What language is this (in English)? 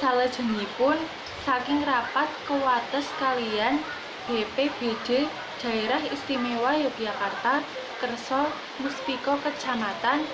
Javanese